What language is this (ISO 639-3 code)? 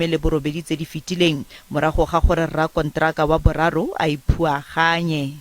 tsn